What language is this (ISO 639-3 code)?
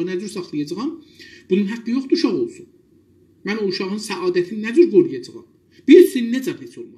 azb